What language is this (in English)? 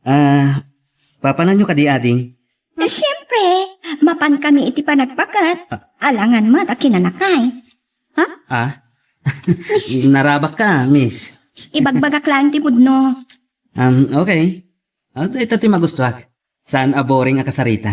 Iloko